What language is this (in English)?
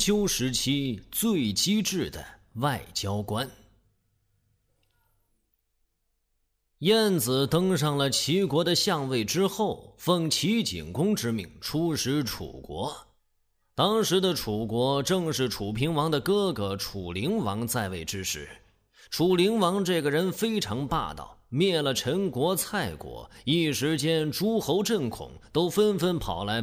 Chinese